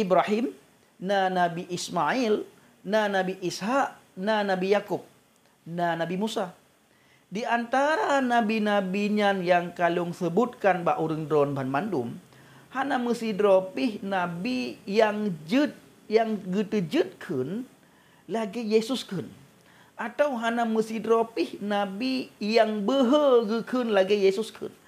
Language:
Achinese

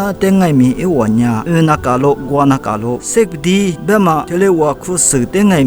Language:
Lisu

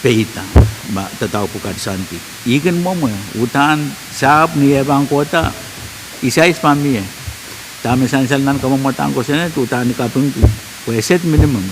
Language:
Pohnpeian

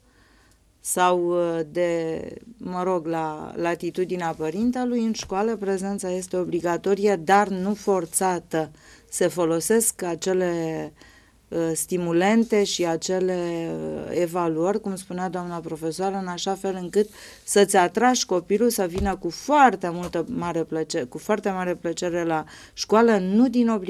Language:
Romanian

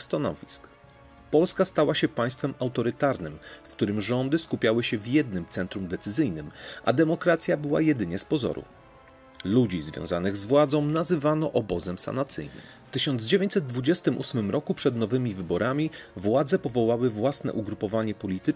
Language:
Polish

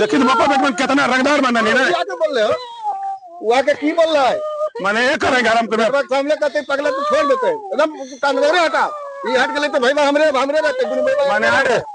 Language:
Magahi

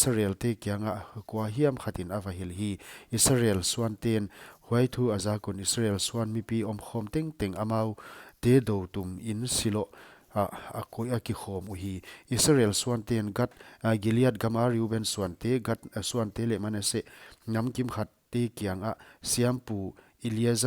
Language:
Paite Chin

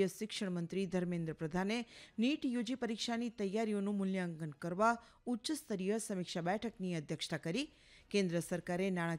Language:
Gujarati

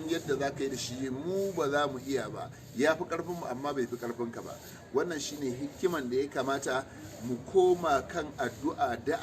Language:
Hausa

